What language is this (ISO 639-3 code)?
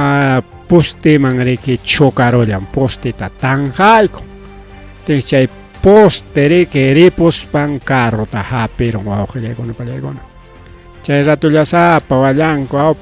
quy